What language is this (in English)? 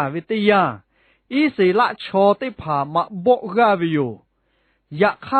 Lahu